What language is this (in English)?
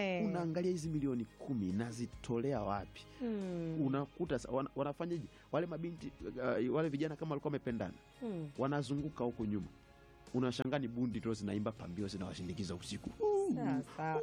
Swahili